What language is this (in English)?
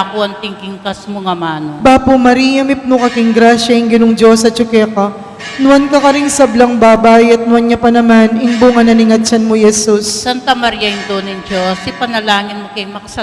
Pampanga